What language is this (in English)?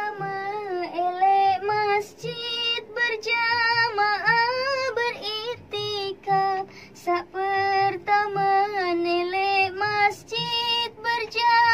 Sasak